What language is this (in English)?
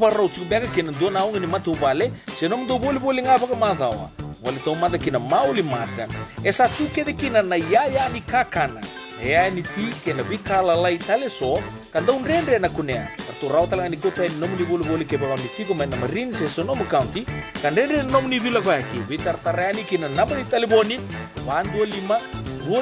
Fijian